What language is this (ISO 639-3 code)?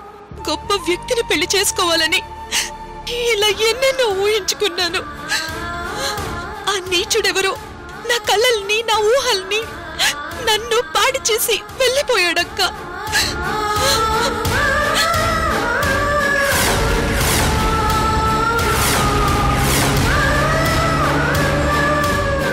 tel